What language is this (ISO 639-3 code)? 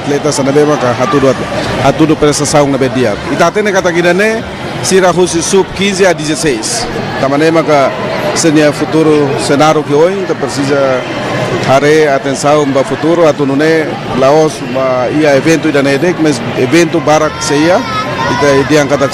tet